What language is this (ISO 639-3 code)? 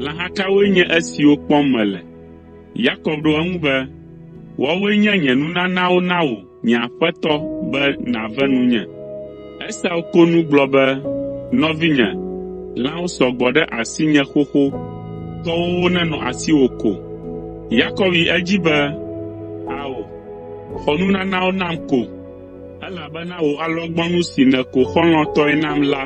ewe